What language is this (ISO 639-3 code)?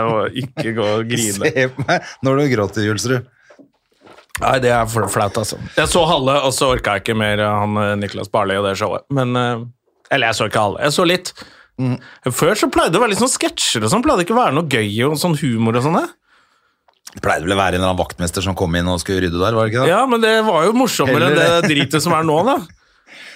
nor